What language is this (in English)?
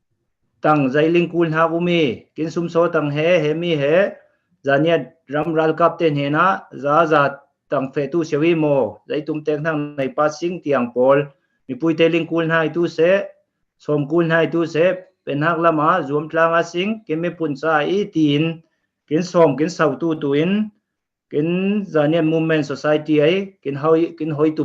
Falam Chin